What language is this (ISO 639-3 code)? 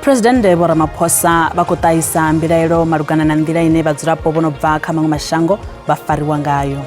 ven